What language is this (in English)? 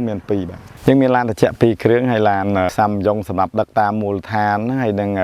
Khmer